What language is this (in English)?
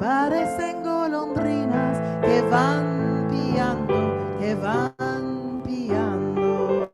Ladino